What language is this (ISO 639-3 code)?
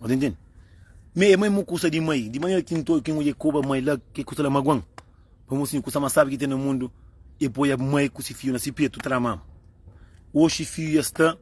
kea